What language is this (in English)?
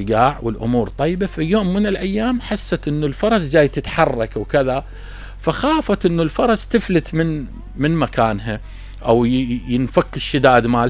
Mesopotamian Arabic